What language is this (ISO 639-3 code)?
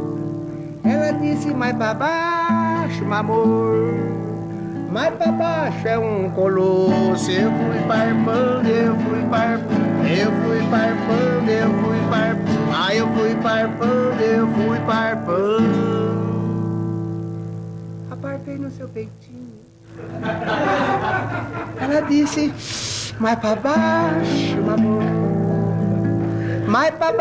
por